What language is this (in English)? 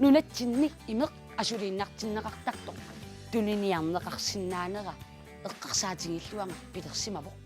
Kalaallisut